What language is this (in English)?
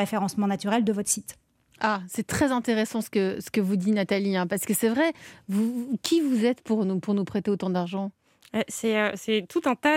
French